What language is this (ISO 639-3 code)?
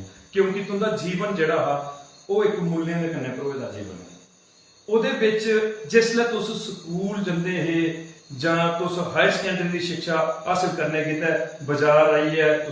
doi